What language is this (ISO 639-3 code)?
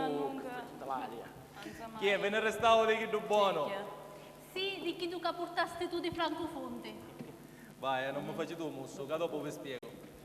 scn